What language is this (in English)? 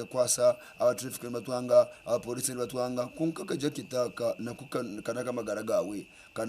Nyankole